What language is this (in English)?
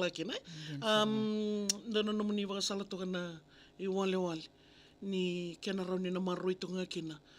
Fijian